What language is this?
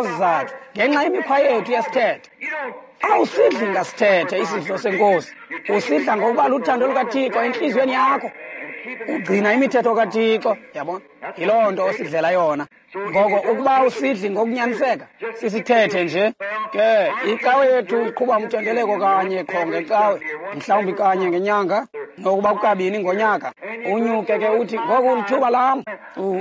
Xhosa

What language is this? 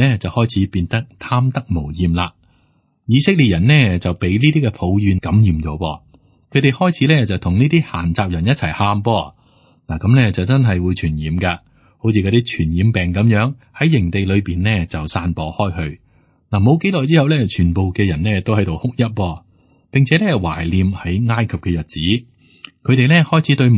Cantonese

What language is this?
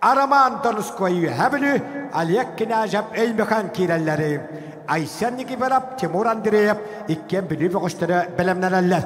Yakut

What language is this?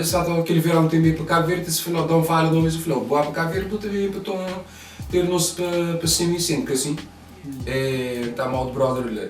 Kabuverdianu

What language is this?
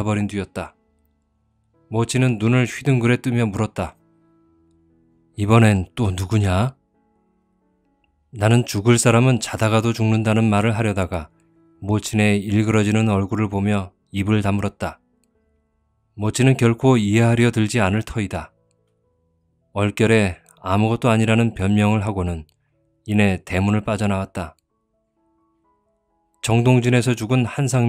Korean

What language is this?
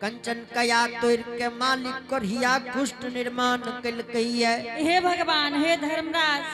Angika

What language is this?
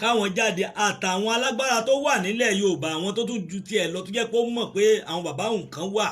Yoruba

